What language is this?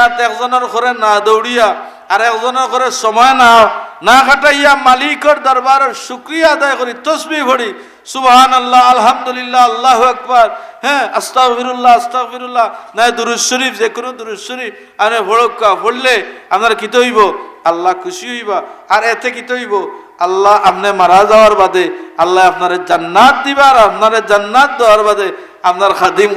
Sylheti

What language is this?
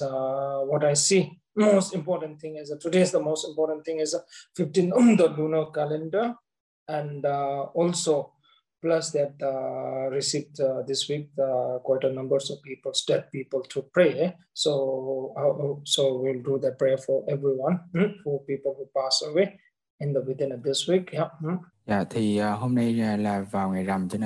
Vietnamese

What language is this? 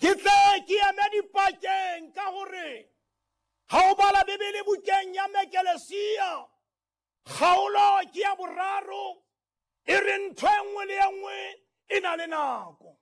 Southern Sotho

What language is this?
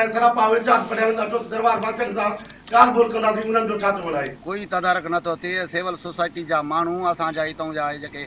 Sindhi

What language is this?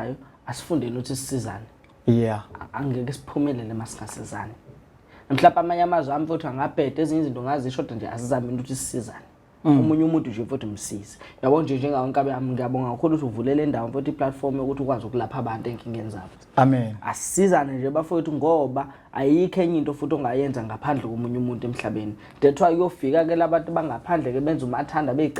Zulu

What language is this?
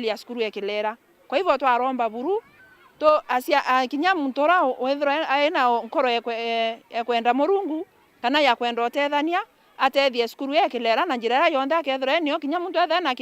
Meru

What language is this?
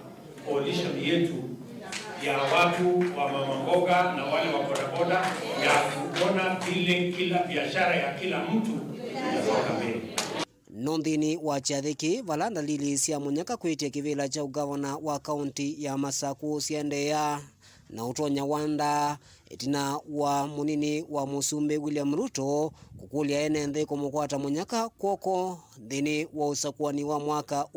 Kamba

